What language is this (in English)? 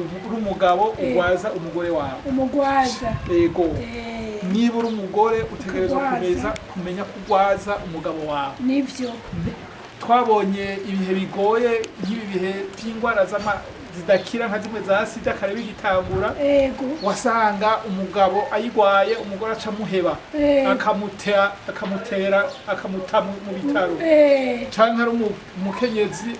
Rundi